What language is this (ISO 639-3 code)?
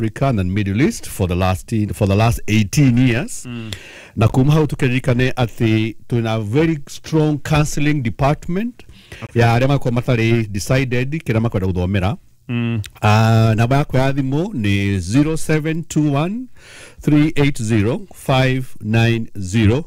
kik